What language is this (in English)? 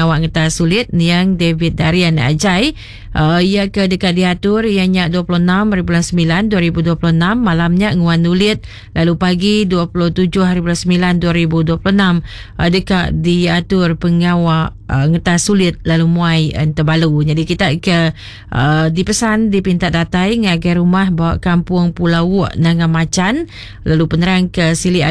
Iban